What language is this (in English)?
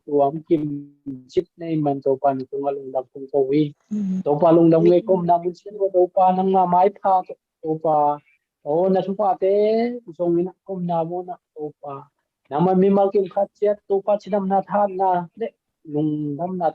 Tedim Chin